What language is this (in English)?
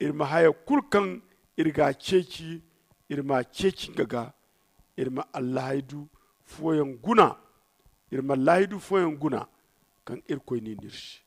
Zarma